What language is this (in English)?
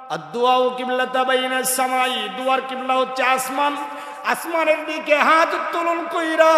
Sylheti